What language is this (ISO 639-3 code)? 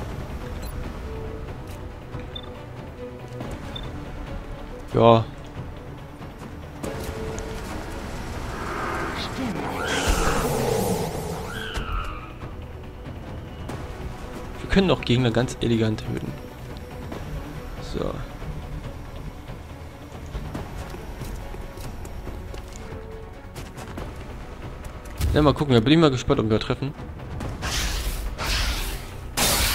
deu